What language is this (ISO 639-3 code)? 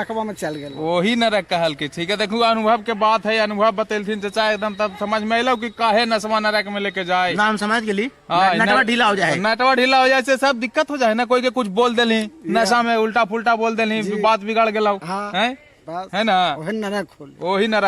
mag